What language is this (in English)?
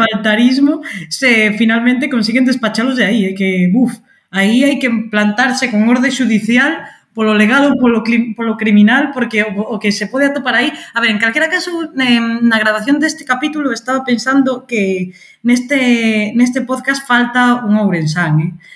Galician